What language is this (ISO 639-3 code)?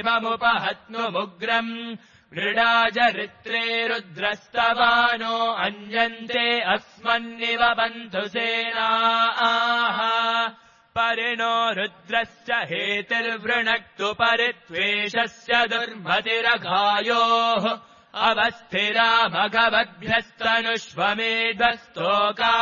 san